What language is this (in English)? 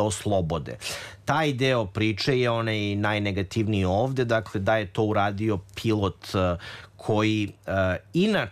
Serbian